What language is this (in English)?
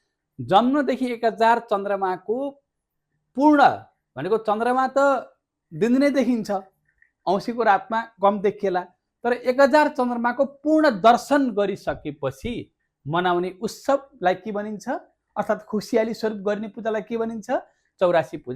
Nepali